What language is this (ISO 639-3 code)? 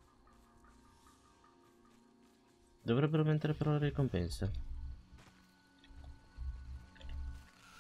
ita